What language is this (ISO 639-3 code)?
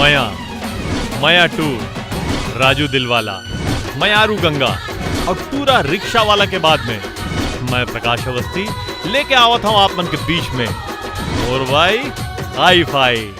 hne